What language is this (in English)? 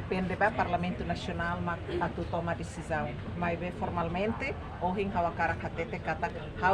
Tetum